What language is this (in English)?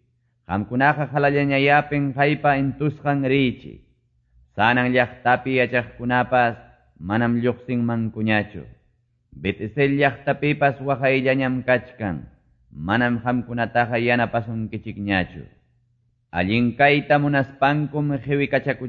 Quechua